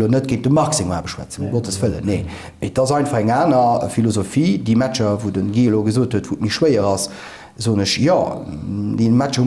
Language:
Luxembourgish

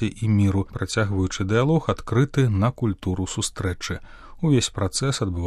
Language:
Belarusian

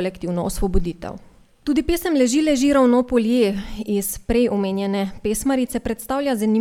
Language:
Slovenian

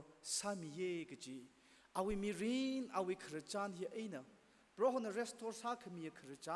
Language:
Tangkhul Naga (India)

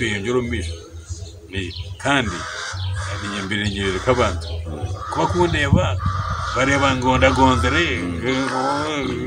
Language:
Kinyarwanda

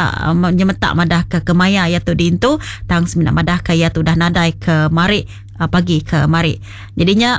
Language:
Iban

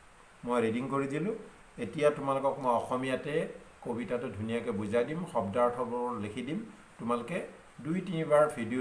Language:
Assamese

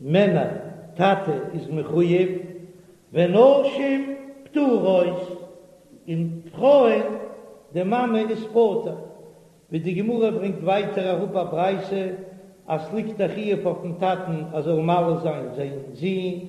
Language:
Yiddish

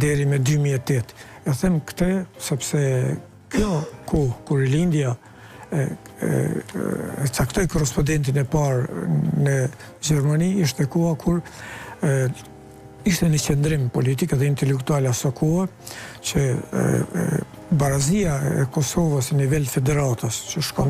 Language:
Albanian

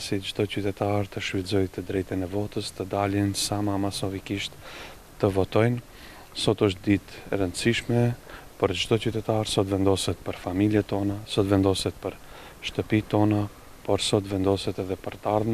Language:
Albanian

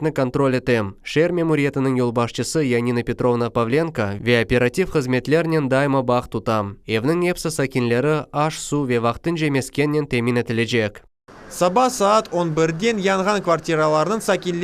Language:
Crimean Tatar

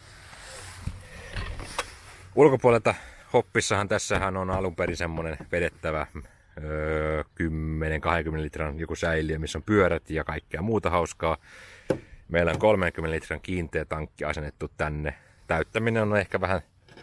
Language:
Finnish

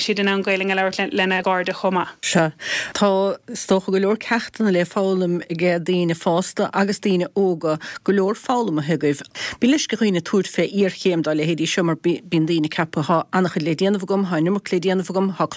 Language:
Irish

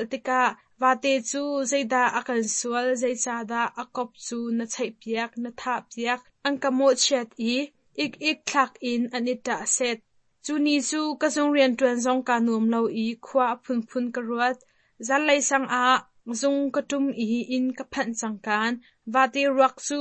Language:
Hakha Chin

